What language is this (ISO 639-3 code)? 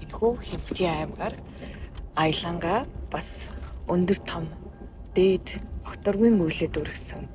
mon